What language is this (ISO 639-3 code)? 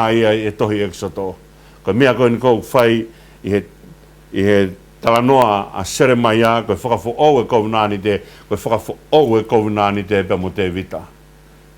ton